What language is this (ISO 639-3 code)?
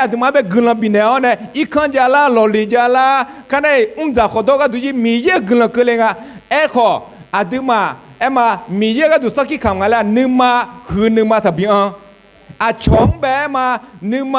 ahk